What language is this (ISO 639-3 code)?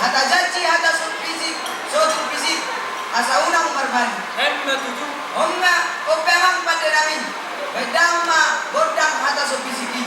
bbc